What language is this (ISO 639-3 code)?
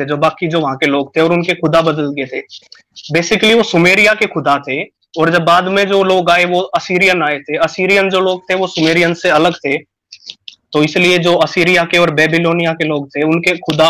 hin